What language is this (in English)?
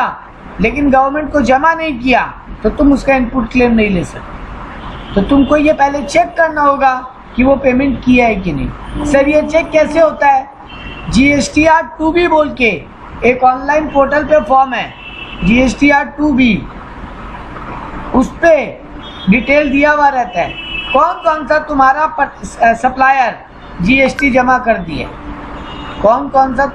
Hindi